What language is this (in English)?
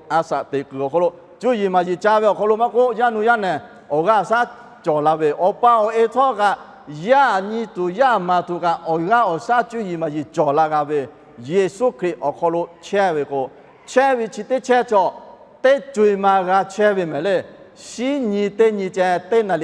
Lahu